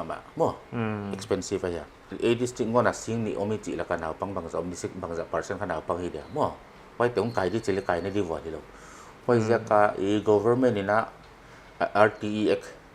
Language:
Paite Chin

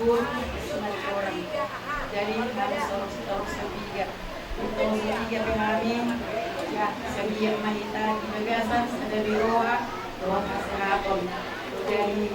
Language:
Batak Toba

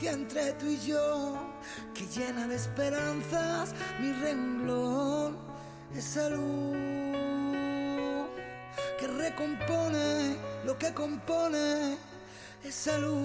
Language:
Spanish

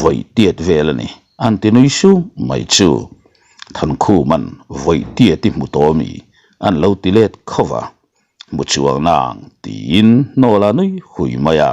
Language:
Mizo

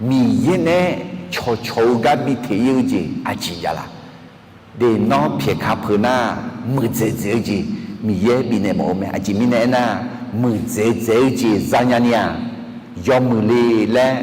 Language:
Akha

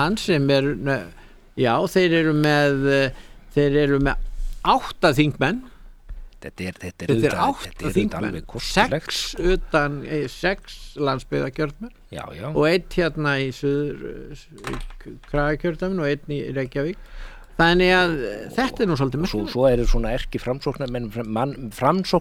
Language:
Icelandic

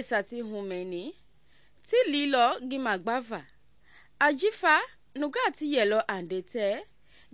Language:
Mende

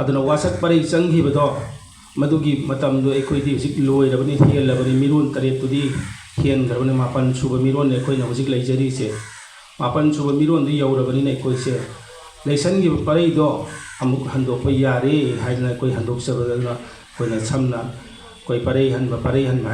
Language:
Manipuri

